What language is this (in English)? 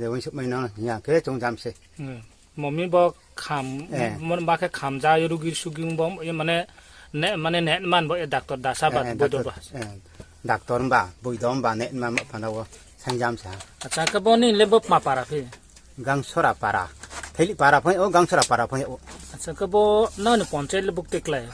Riang (India)